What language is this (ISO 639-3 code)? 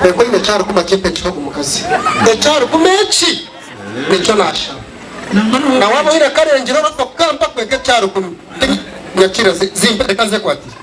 nyn